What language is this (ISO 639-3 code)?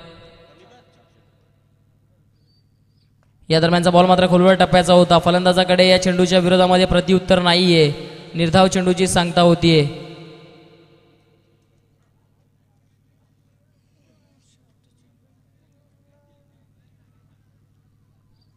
mar